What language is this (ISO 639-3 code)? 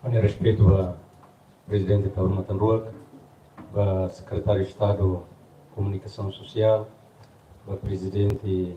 tet